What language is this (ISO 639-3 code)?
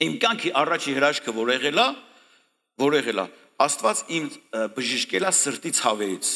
hye